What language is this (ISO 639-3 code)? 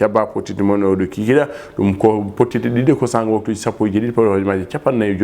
ful